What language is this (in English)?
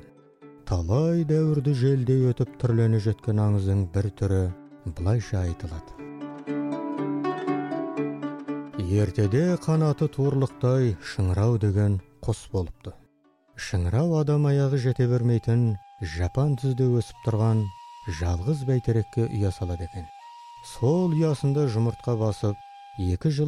Kazakh